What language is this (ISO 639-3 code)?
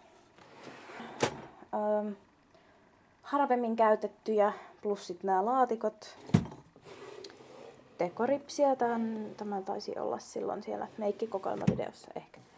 fin